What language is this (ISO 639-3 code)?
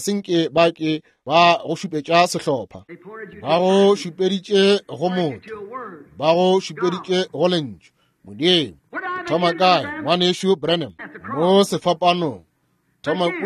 nso